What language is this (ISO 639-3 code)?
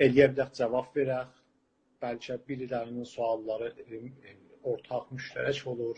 azb